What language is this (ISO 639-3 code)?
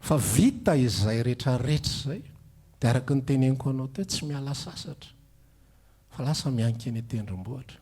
mlg